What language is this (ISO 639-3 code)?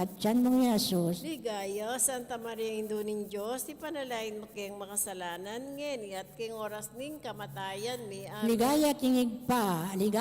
pam